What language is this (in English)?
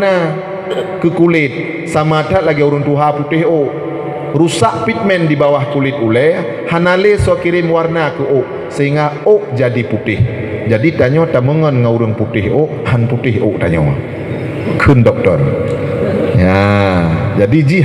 Achinese